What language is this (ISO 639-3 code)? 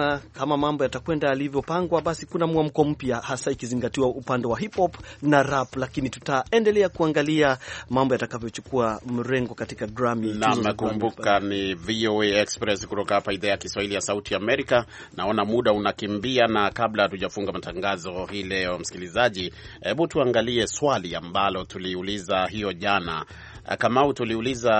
swa